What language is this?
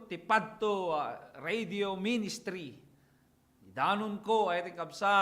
Iloko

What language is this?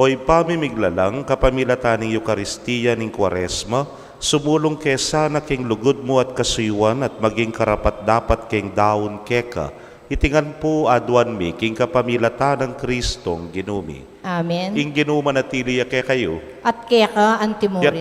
Pampanga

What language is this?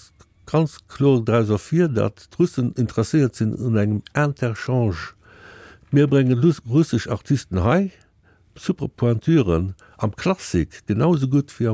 Luxembourgish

